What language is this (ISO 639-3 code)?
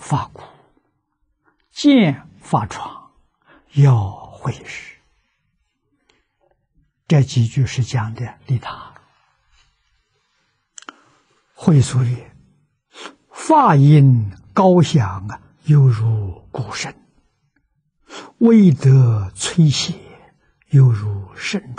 zho